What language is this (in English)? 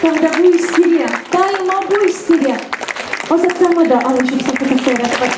Chuvash